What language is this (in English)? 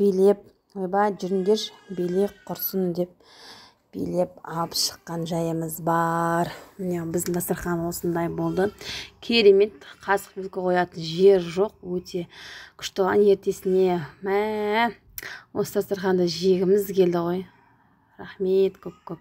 Kazakh